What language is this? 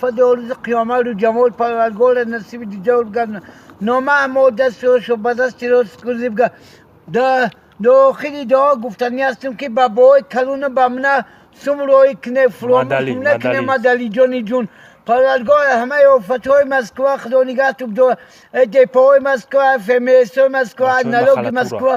Tajik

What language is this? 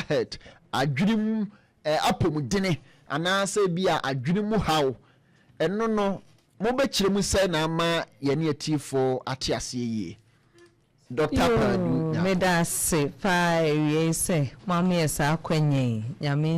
Akan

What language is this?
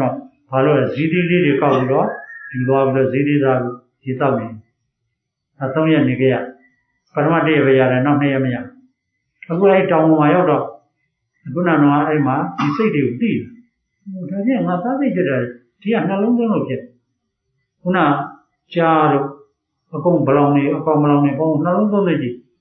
Burmese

